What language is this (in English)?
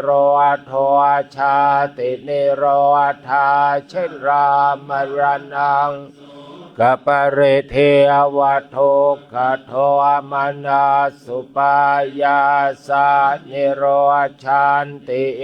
Pali